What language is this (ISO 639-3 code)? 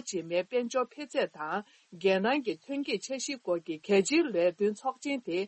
bod